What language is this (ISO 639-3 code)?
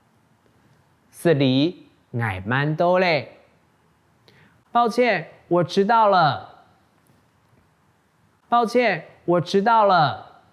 hak